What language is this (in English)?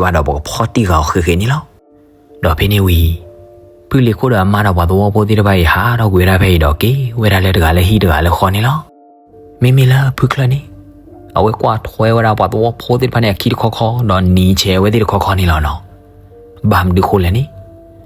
S'gaw Karen